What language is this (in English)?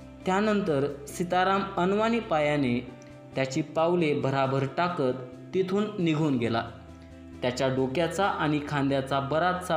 Marathi